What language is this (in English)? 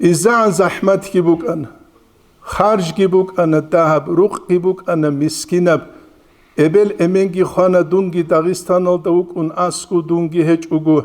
Avaric